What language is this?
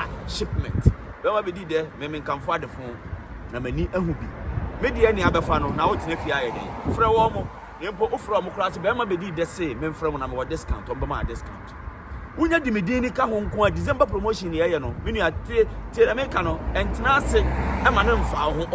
Akan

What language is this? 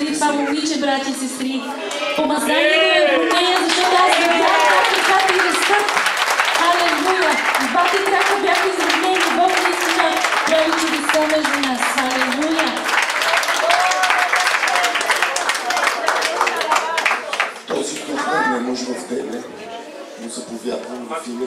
Bulgarian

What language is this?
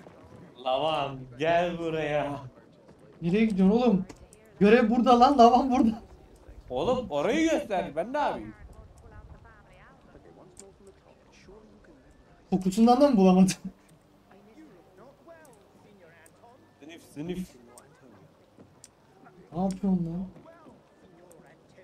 Turkish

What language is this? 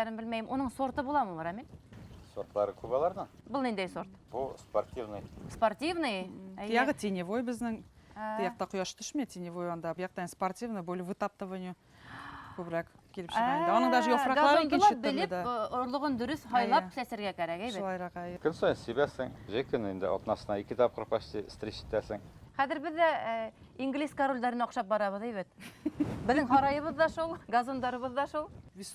Bashkir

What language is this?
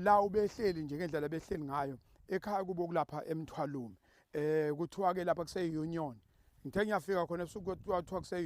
Zulu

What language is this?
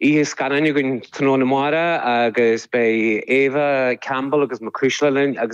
Irish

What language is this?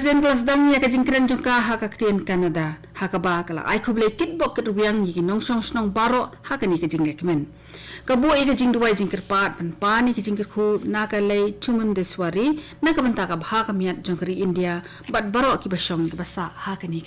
Khasi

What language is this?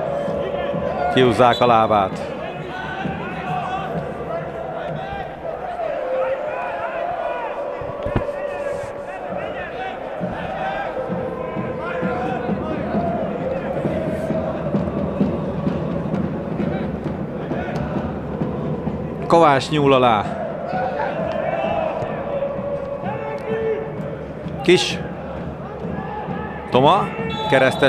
Hungarian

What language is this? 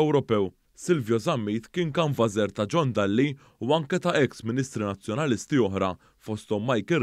Maltese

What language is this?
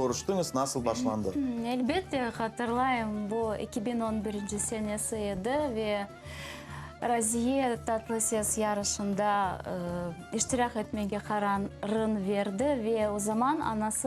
Crimean Tatar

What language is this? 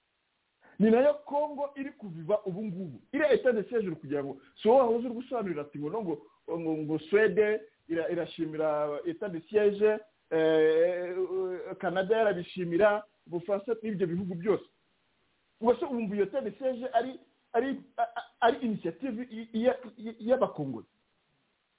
Kinyarwanda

